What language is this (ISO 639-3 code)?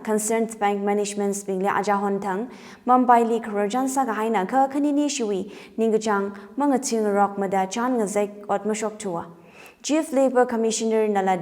nmf